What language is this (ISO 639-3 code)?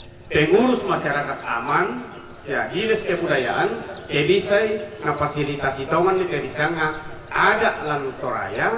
sda